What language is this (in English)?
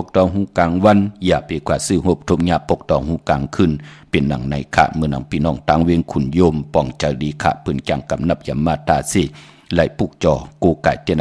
Shan